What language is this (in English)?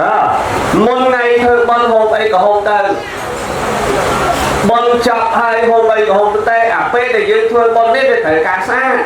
Khmer